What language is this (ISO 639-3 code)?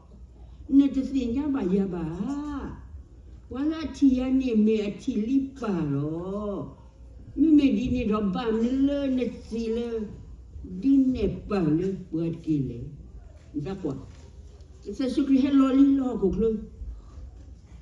ksw